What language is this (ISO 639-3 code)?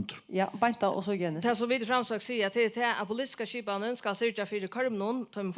fao